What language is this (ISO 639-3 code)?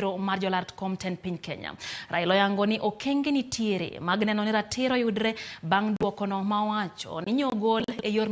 luo